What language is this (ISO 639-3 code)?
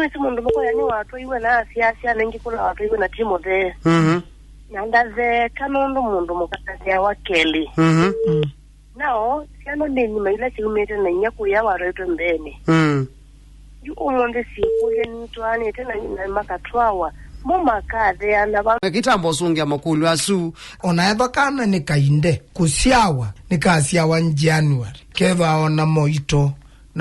kam